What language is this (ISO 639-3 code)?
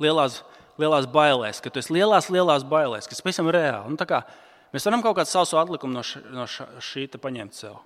lav